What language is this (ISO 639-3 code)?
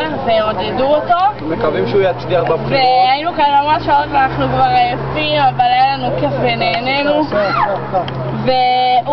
heb